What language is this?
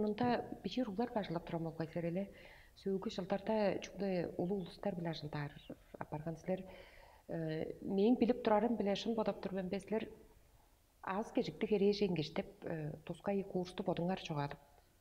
Tuvinian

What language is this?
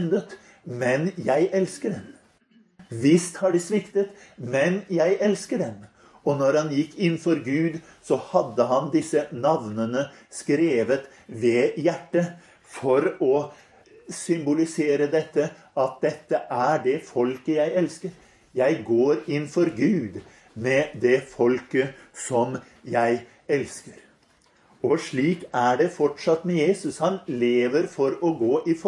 Norwegian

